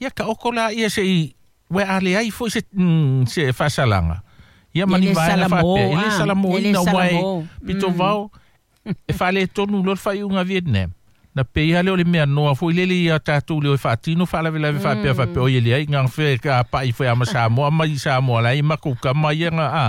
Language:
Samoan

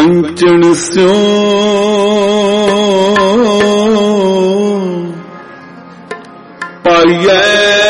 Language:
Punjabi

